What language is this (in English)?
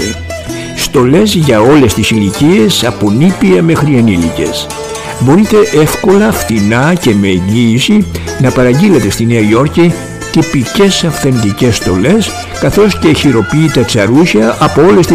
Greek